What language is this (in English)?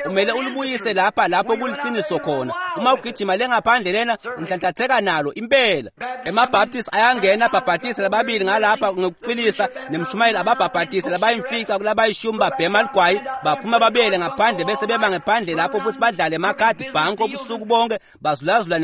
Swati